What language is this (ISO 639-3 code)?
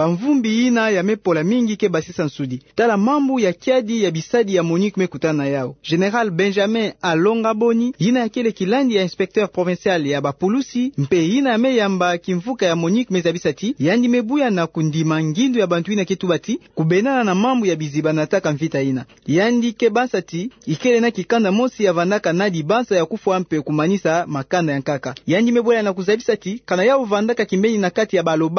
ktu